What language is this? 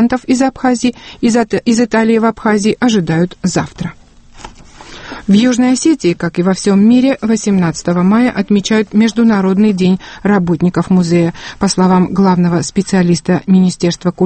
Russian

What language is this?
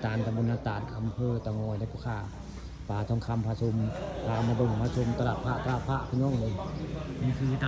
Northeastern Thai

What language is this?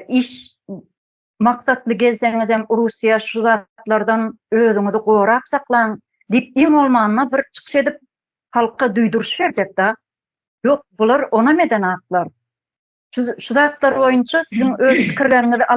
Turkmen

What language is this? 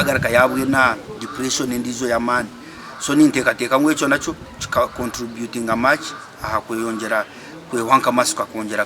Nyankole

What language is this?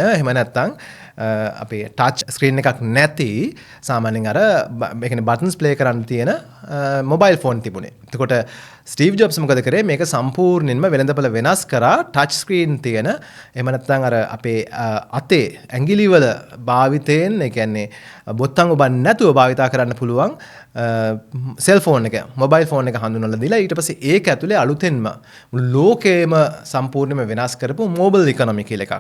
Sinhala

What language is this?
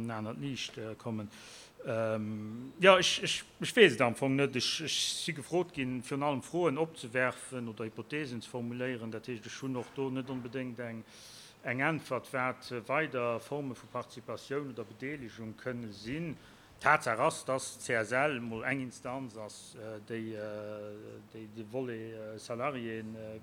Luxembourgish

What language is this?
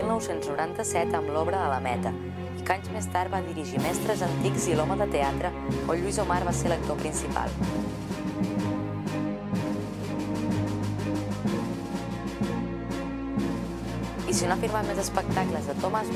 Catalan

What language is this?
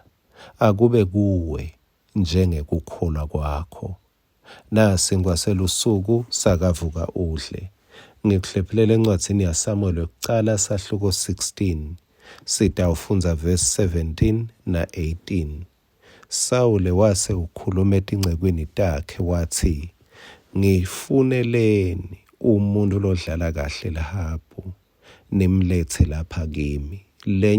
Swati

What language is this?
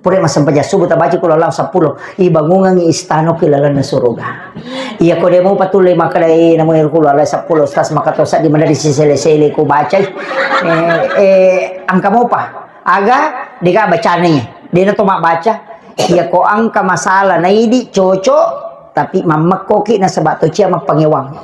Buginese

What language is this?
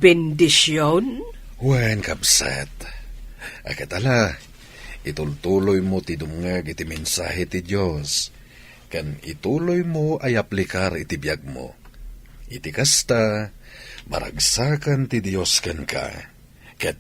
Iloko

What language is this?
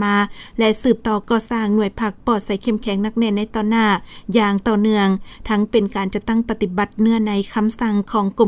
Lao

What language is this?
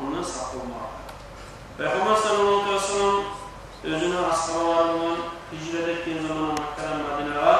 Kumyk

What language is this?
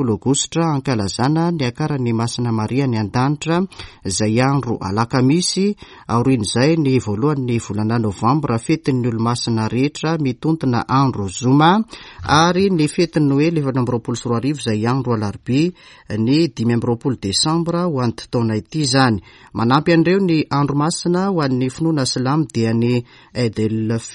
Malagasy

